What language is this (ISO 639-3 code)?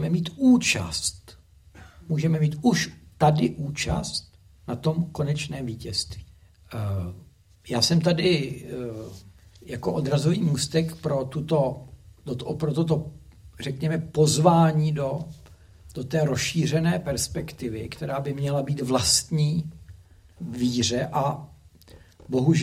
ces